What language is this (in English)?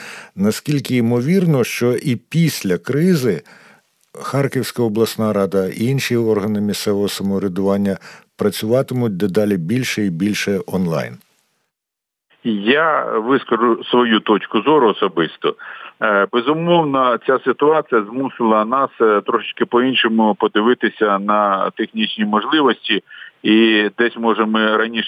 Ukrainian